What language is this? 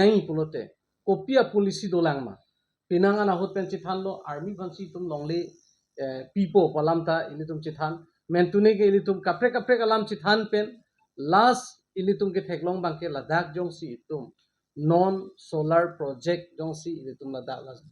Karbi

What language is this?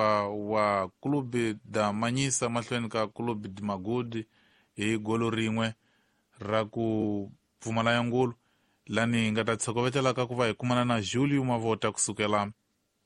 Tsonga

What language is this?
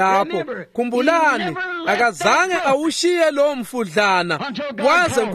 Swati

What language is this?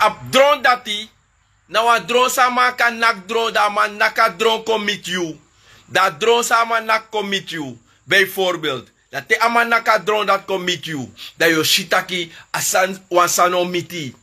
Sranan Tongo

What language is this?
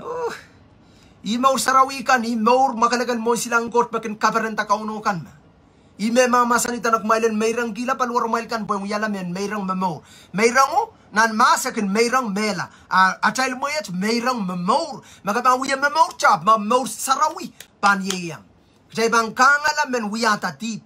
Pohnpeian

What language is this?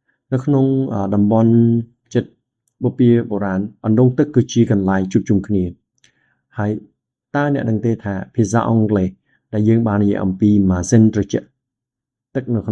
Khmer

